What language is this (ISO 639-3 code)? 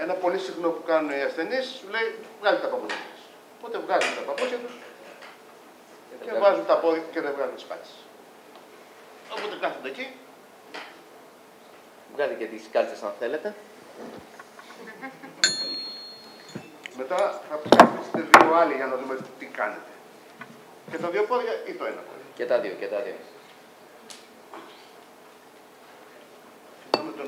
ell